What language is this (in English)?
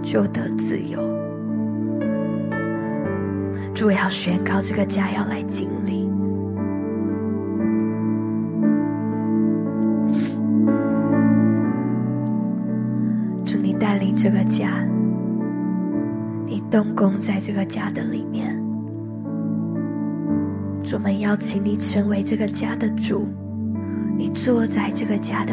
Chinese